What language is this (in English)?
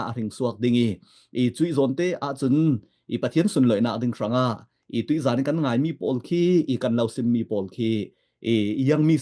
Falam Chin